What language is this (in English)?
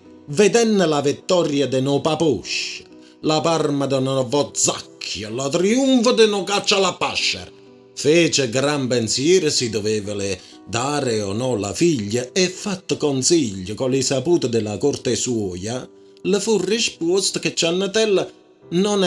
Neapolitan